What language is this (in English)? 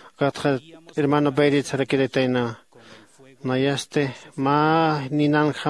Aymara